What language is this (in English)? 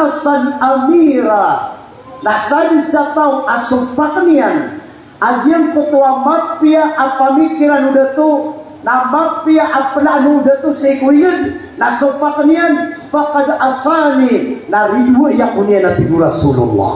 Maranao